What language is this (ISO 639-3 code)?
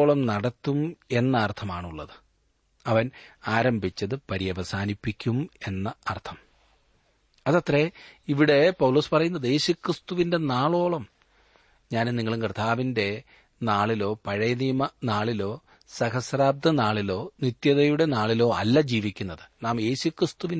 mal